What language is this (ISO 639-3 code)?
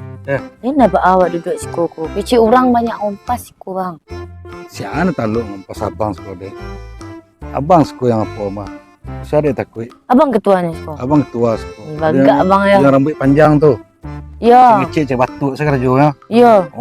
min